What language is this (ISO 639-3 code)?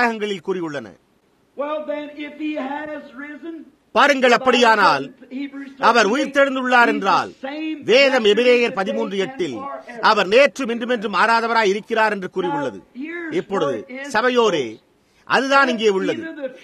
tam